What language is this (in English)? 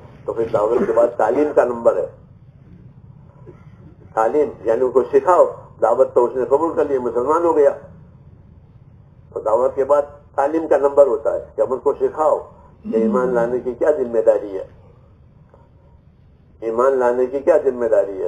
Urdu